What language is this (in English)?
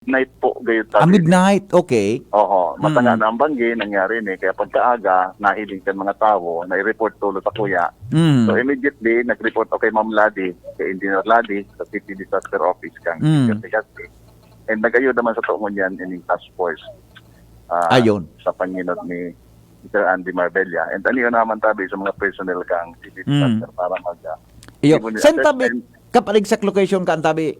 Bikol